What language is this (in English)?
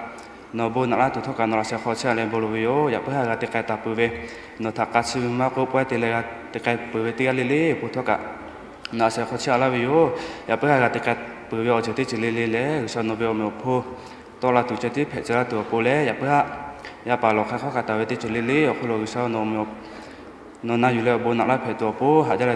Lahu